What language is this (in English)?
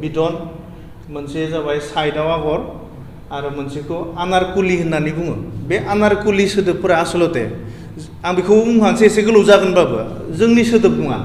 Bodo